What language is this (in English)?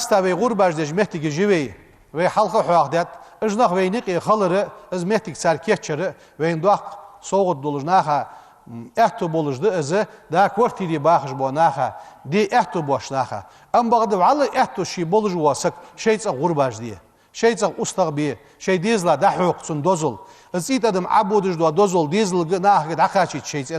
Ingush